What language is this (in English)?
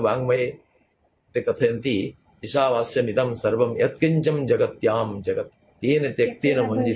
Sanskrit